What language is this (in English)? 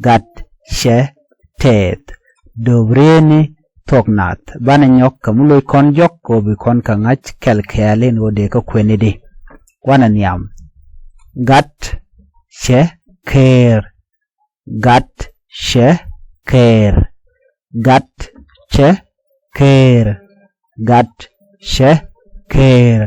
Nuer